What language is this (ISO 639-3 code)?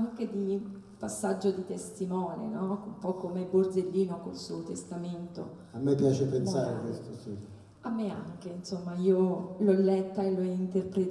ita